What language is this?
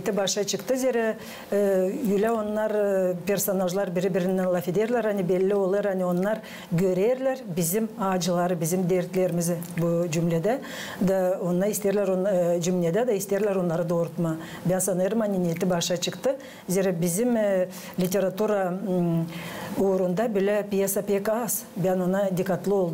Gagauz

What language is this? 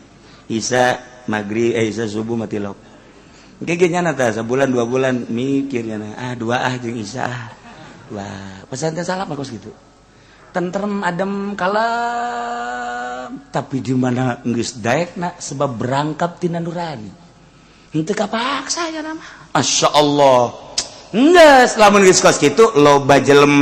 Sundanese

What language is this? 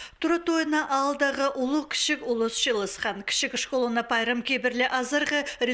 Khakas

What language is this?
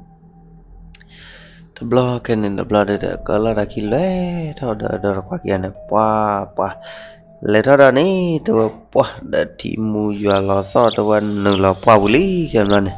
S'gaw Karen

